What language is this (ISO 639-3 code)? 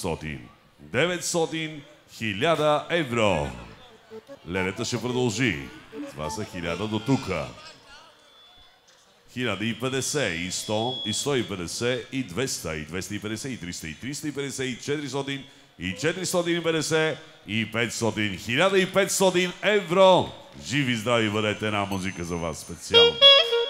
bul